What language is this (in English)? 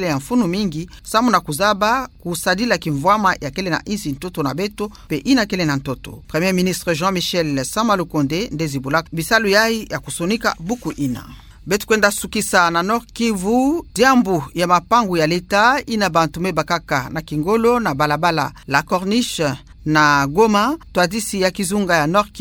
Kituba (Democratic Republic of Congo)